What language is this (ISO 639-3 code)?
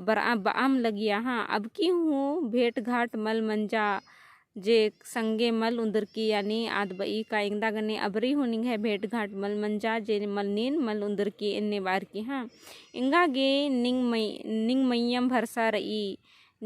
kru